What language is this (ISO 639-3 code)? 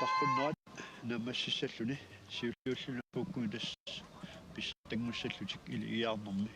kal